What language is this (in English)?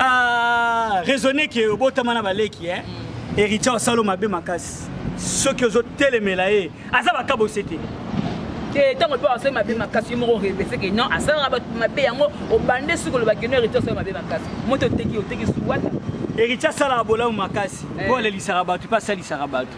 Lingala